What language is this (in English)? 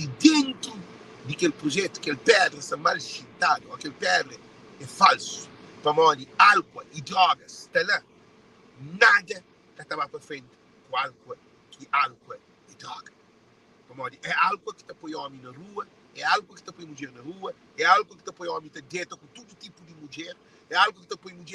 Kabuverdianu